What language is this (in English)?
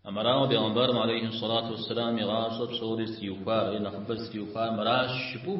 Kabardian